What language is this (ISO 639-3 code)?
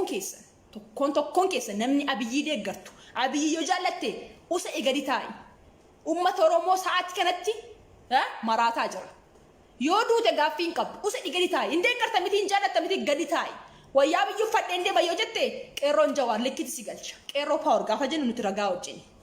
orm